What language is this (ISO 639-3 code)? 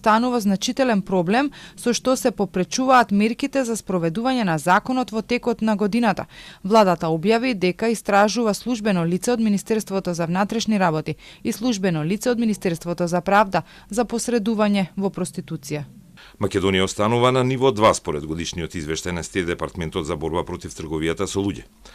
mkd